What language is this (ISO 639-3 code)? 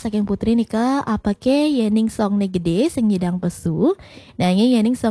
ban